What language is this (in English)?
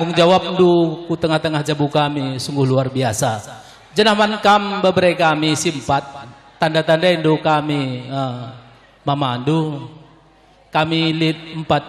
Batak Karo